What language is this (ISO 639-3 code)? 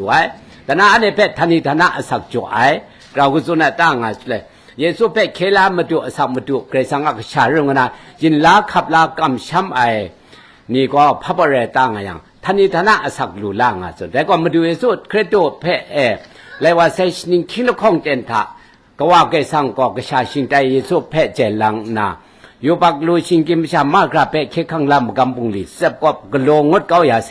kac